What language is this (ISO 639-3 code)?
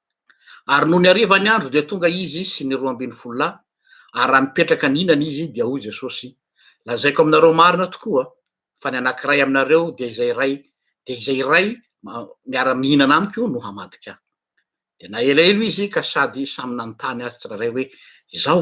mlg